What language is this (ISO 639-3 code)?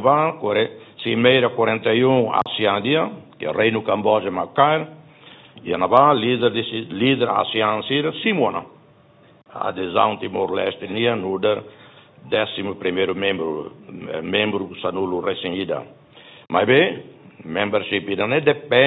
tet